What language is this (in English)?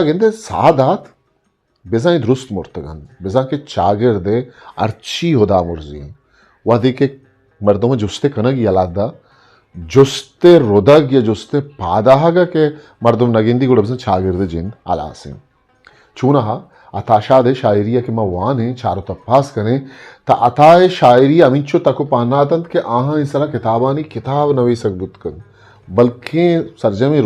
Eastern Balochi